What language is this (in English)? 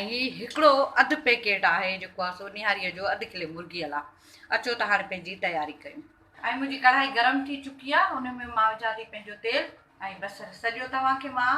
Sindhi